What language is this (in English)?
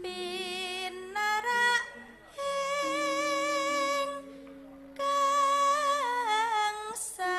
Javanese